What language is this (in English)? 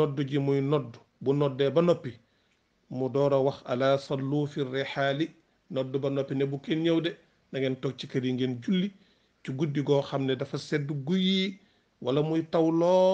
Wolof